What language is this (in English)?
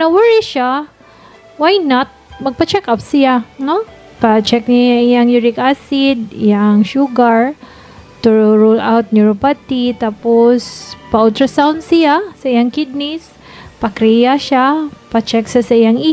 Cebuano